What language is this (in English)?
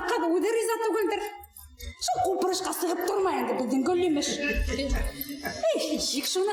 Bashkir